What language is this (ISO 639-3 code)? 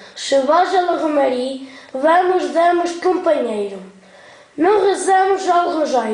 mwl